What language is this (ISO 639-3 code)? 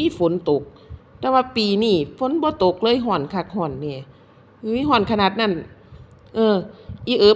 lao